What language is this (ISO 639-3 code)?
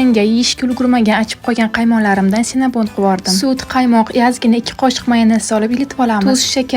uzb